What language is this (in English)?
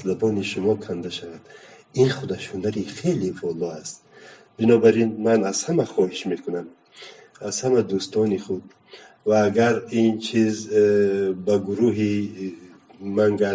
Tajik